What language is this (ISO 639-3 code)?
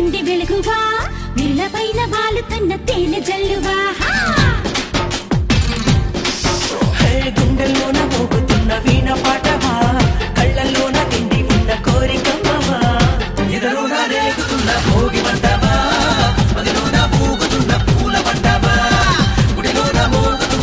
tel